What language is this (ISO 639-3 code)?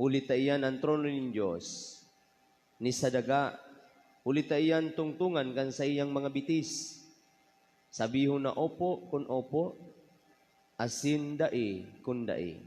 bik